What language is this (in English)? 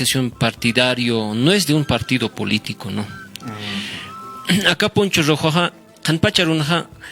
Aymara